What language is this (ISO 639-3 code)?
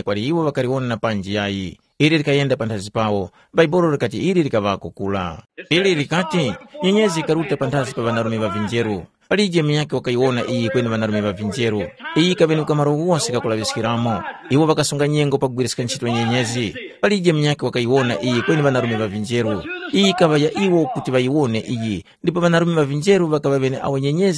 tum